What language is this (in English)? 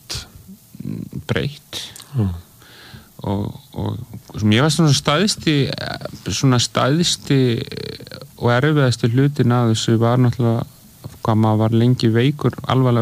Icelandic